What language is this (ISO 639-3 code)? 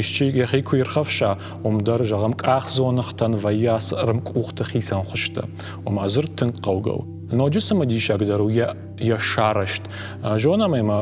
oss